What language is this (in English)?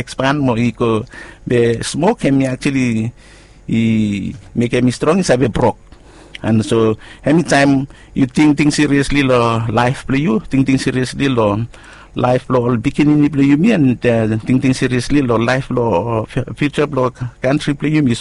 Bislama